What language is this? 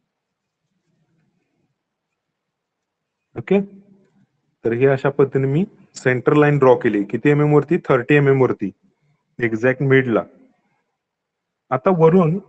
Marathi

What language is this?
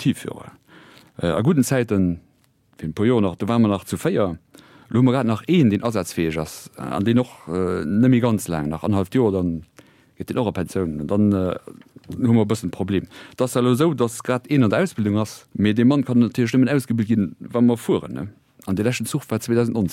Luxembourgish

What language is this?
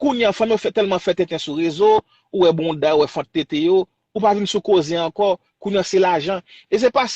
Haitian Creole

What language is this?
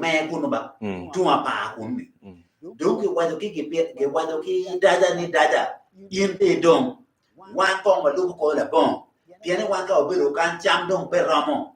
Acoli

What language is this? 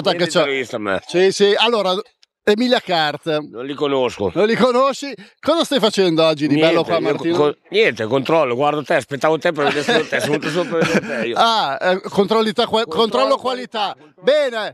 Italian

